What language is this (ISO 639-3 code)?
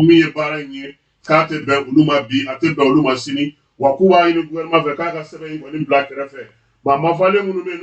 bam